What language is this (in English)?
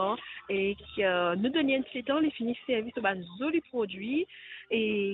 Morisyen